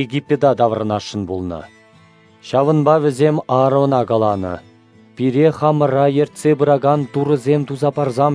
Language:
Chuvash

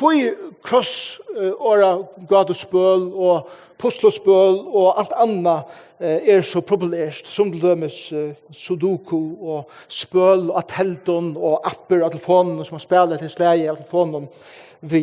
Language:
Faroese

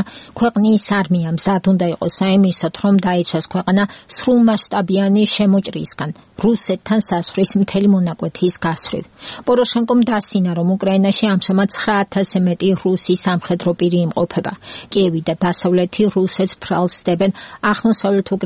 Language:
Georgian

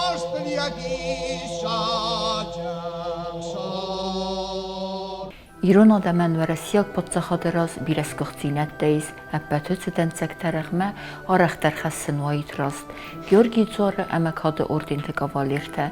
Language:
Ossetic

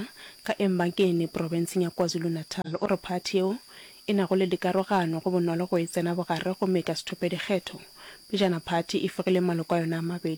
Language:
Northern Sotho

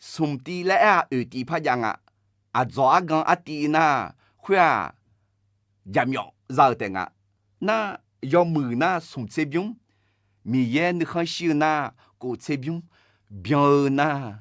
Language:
Akha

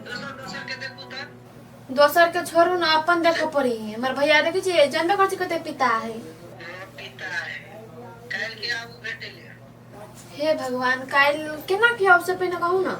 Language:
Maithili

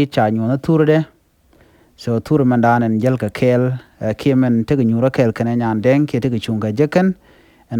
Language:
Nuer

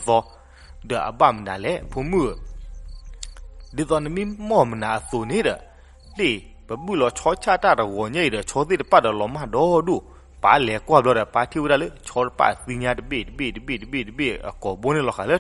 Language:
S'gaw Karen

